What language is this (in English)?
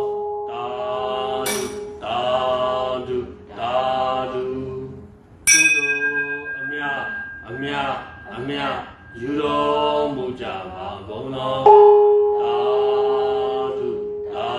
Burmese